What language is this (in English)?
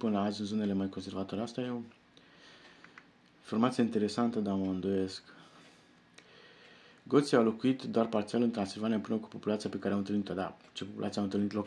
Romanian